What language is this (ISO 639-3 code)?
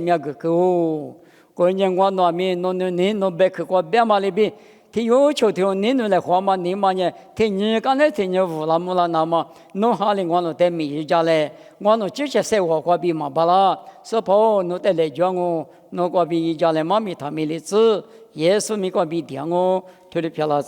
lis